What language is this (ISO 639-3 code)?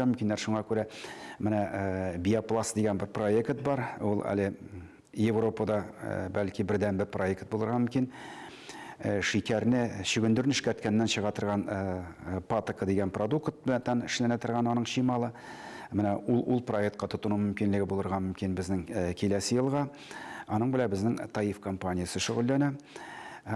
tat